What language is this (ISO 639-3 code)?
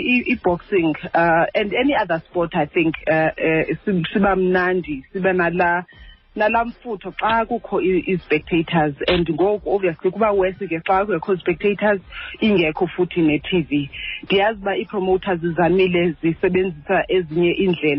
xho